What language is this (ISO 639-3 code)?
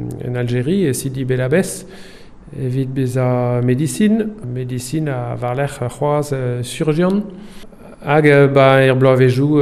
bre